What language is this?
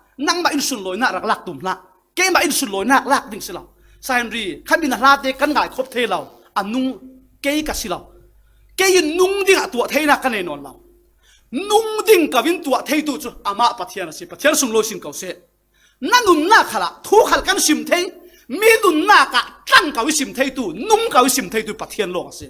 Falam Chin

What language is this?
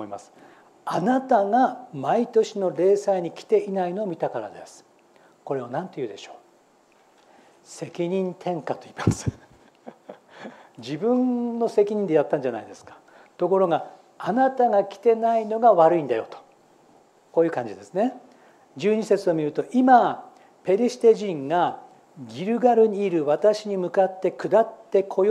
Japanese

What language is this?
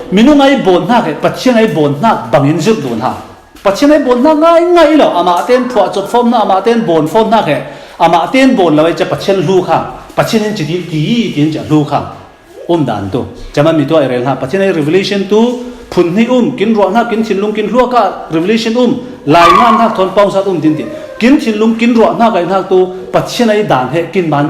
Falam Chin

